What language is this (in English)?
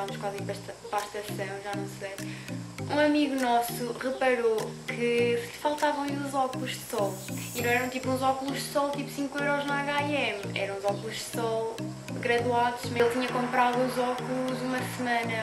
Portuguese